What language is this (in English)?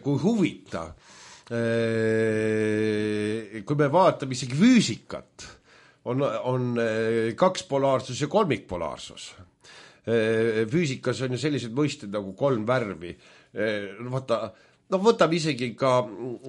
Estonian